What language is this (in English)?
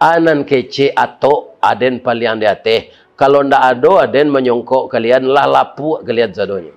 Minangkabau